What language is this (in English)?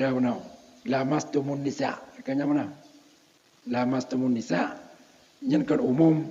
Achinese